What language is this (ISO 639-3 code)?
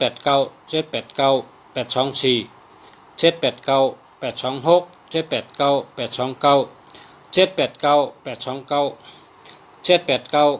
shn